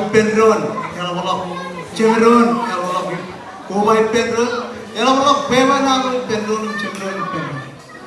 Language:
Marshallese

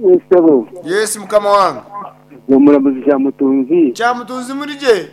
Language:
Nyankole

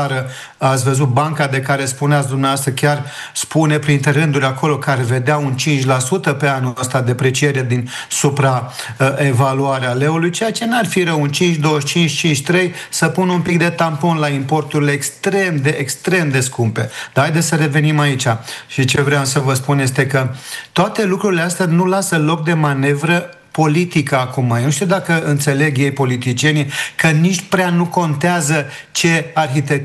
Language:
Romanian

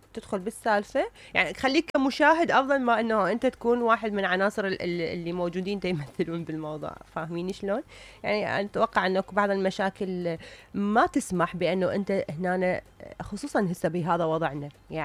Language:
Mesopotamian Arabic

